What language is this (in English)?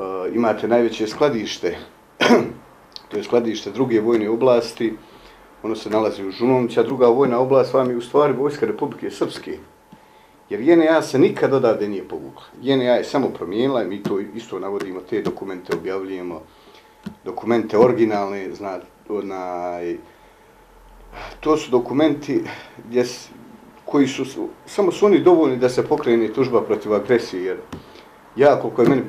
Bosnian